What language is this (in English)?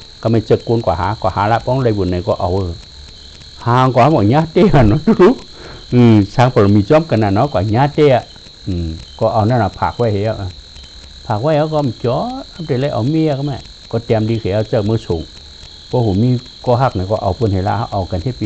Shan